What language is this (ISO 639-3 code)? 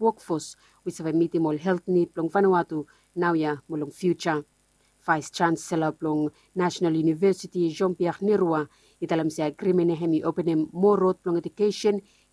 bis